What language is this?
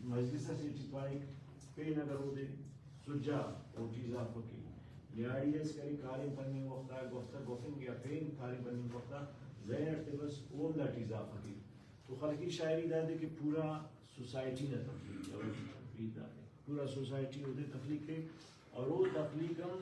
Brahui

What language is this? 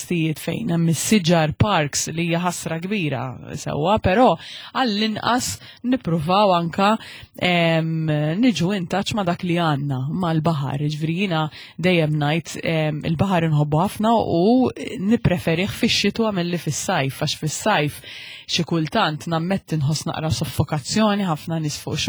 Maltese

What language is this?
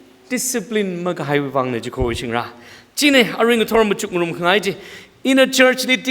Tangkhul Naga (India)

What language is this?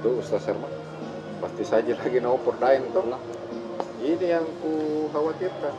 Makassar Malay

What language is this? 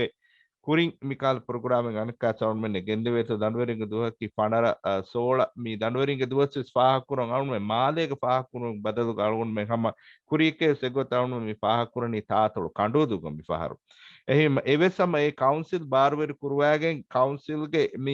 Divehi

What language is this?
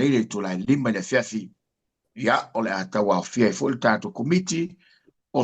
Samoan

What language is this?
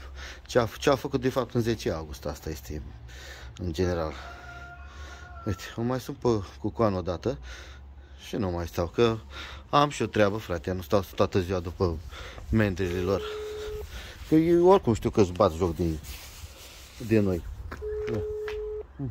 Romanian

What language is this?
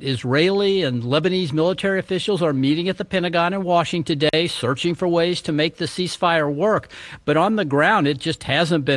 English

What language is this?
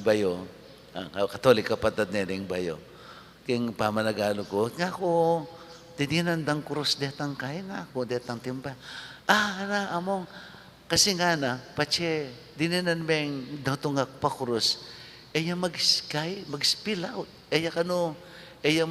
Pampanga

